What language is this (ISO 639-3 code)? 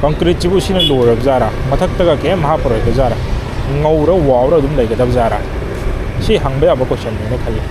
mni